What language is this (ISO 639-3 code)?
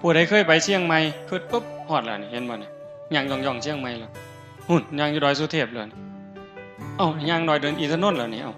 tts